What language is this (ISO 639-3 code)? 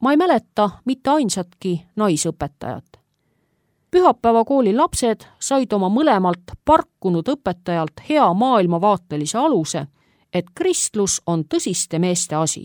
est